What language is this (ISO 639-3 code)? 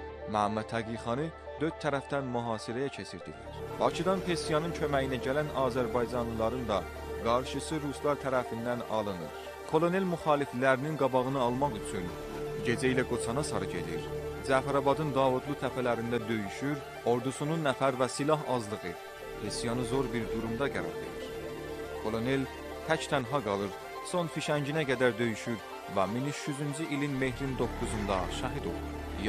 azb